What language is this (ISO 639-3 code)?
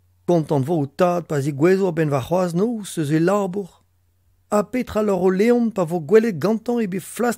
bre